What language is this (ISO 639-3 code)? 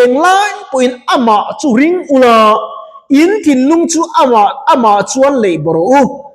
lus